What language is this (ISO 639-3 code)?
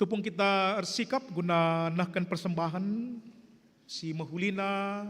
btx